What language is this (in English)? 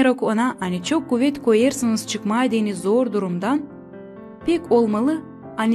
Gagauz